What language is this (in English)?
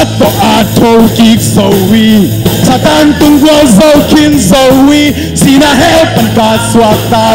Tedim Chin